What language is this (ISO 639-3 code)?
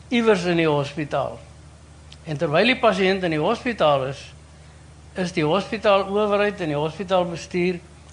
afr